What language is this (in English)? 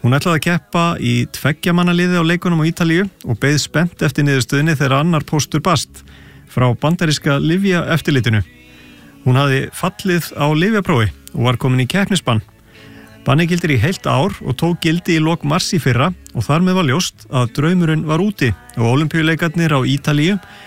Icelandic